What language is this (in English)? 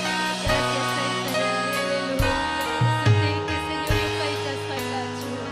Ayacucho Quechua